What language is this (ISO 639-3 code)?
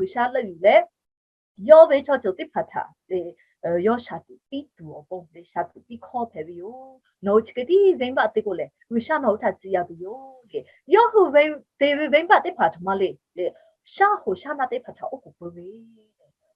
lhu